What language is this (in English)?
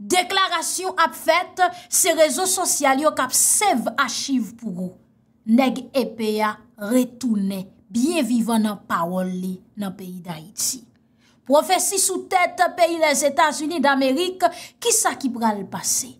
Haitian Creole